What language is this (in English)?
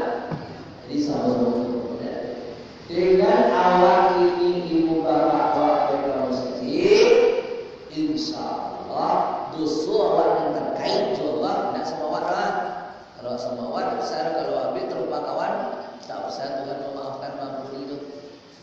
Minangkabau